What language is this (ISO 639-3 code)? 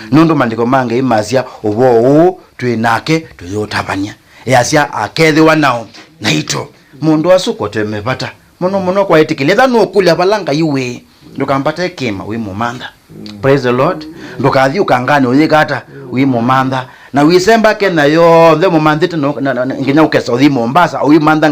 kam